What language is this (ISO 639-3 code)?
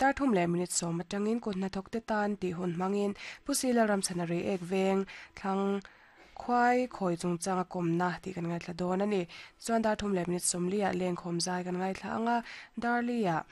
lus